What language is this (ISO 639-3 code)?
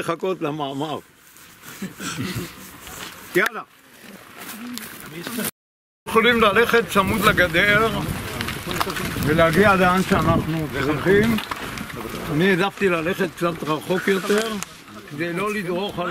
heb